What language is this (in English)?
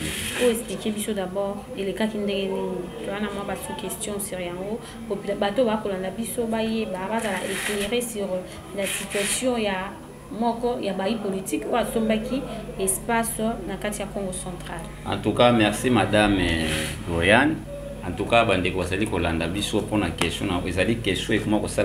Lingala